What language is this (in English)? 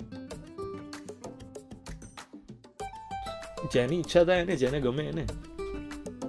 Gujarati